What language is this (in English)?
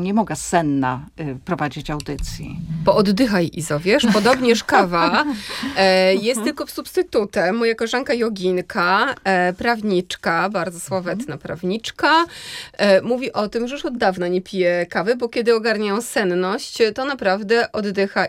Polish